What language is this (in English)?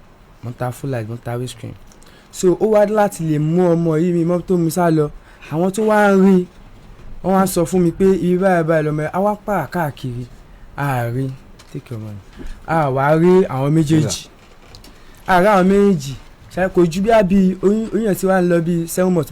Yoruba